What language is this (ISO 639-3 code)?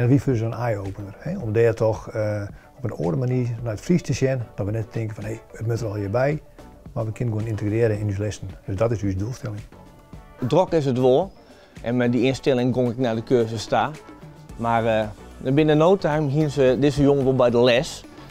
fry